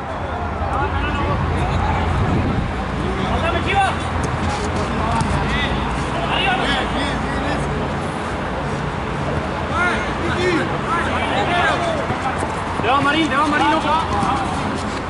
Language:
Spanish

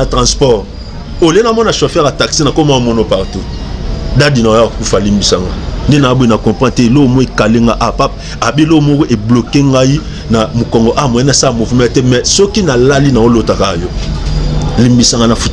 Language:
Lingala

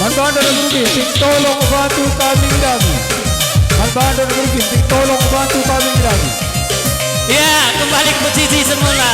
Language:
Batak Karo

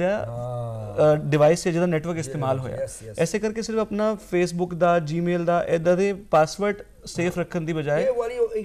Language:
Punjabi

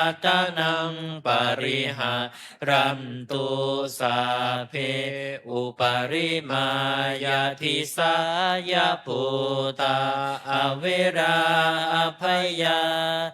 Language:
Pali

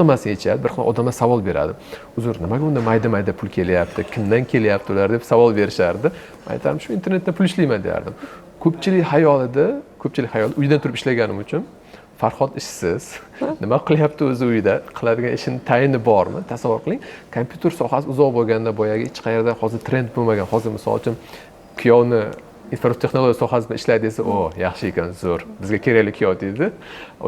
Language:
Uzbek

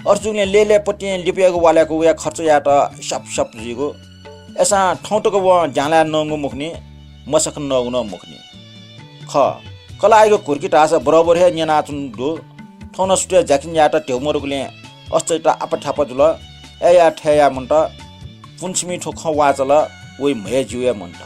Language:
Newari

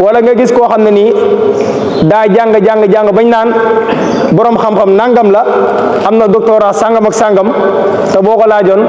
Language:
Wolof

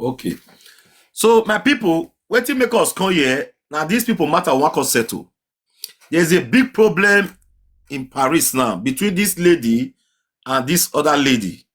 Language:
Nigerian Pidgin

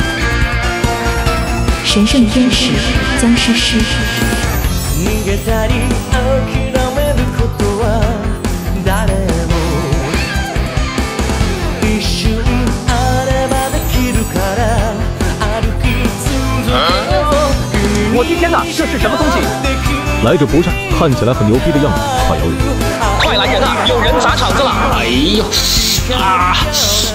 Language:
Chinese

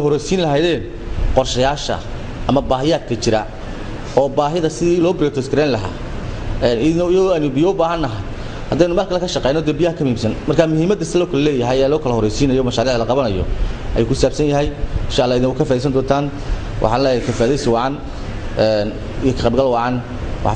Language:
Somali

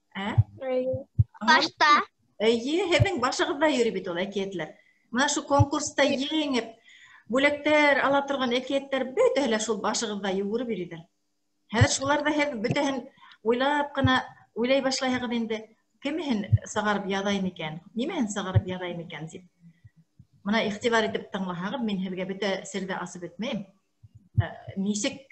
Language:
Bashkir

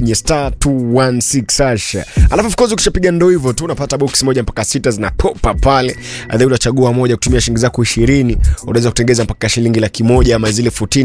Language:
Swahili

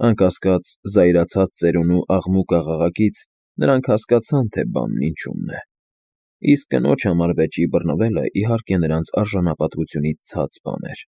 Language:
Armenian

